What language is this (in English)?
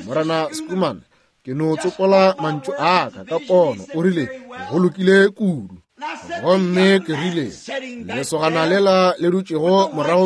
Northern Sotho